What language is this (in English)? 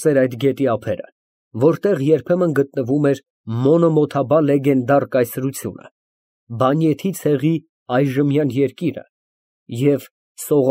Armenian